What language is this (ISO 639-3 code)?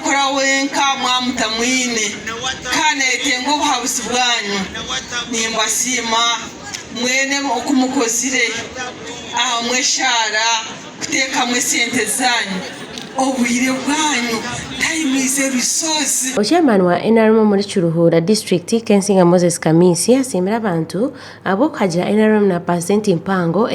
nyn